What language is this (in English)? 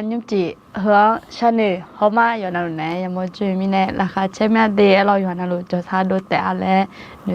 Akha